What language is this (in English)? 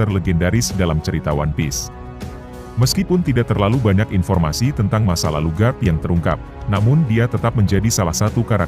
Indonesian